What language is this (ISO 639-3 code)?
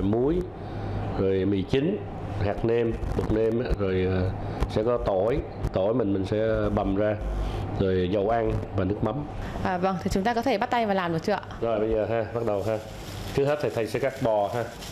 vie